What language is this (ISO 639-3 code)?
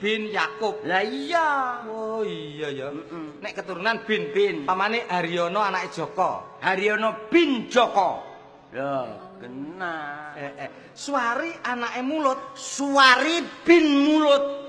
jav